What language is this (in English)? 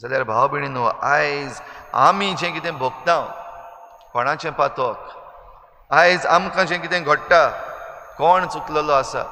Konkani